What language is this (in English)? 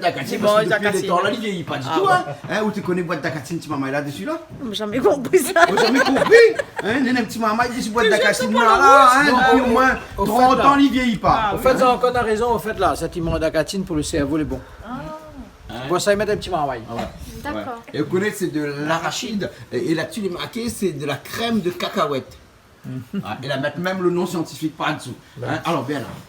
Réunion Creole French